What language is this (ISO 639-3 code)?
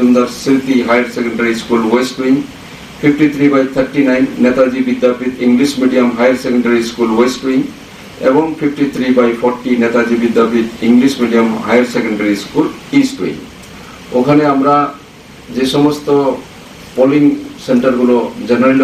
ben